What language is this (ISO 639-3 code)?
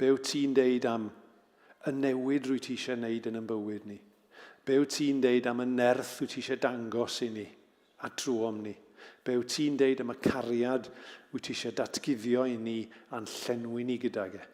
cym